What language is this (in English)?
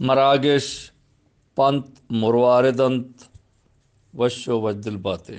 Eastern Balochi